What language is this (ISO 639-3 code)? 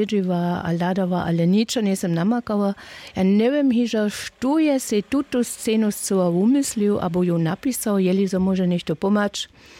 hsb